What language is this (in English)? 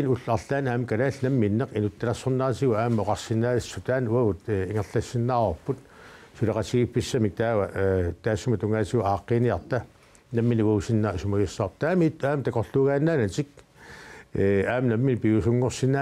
Kalaallisut